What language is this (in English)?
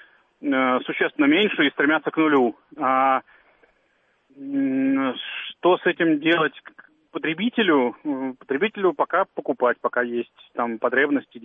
Russian